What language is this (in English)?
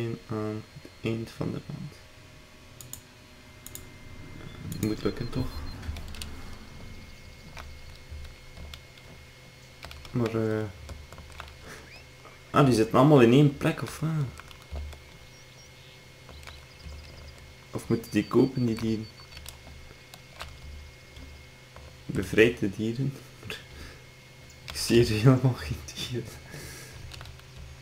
Dutch